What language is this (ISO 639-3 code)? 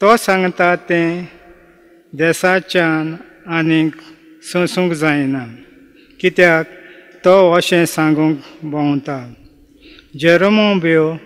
kok